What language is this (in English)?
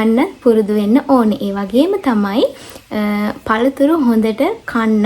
Sinhala